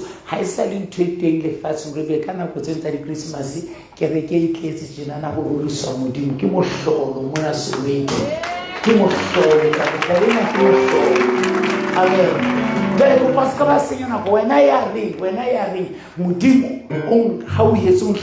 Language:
Southern Sotho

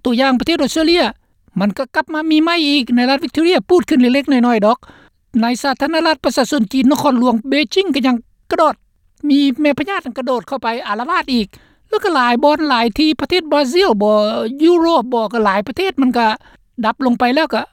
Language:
Lao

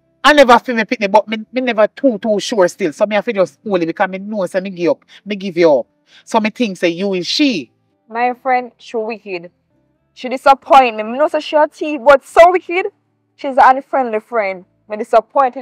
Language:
Jamaican Creole English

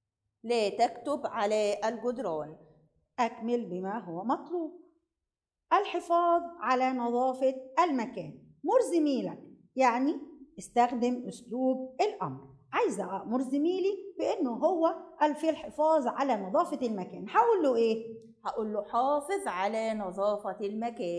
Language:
Egyptian Arabic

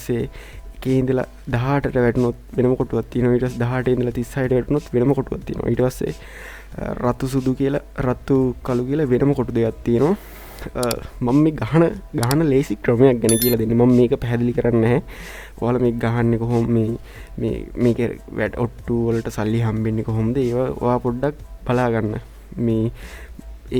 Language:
Sinhala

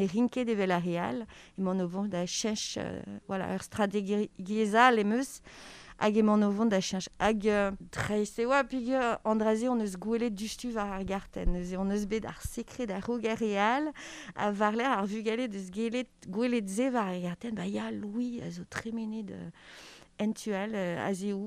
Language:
Breton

